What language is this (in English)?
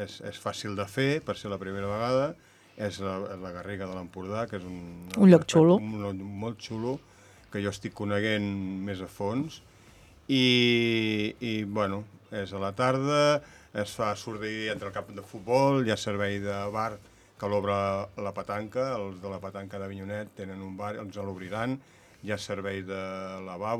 Catalan